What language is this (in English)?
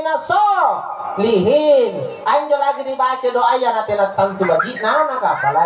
Makasar